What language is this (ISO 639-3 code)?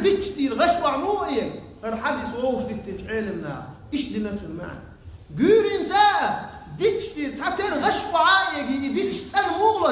che